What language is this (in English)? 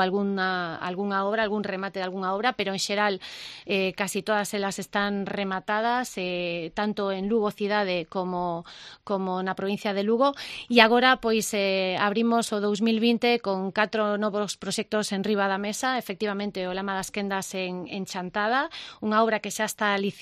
Galician